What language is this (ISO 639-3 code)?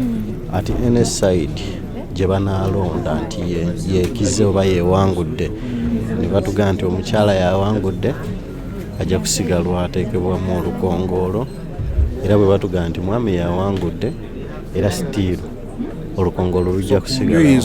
lug